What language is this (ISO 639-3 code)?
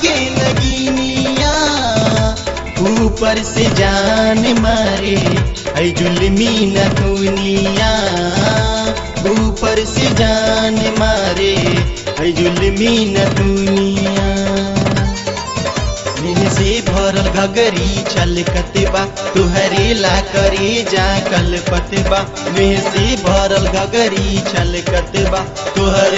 bho